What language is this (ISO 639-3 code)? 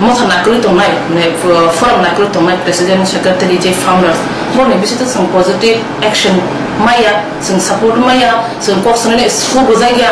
trp